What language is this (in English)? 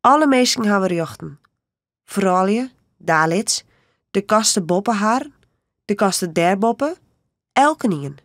Western Frisian